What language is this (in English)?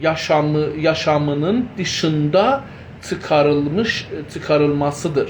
South Azerbaijani